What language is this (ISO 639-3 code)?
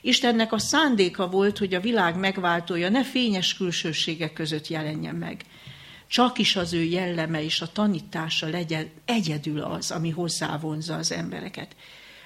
hun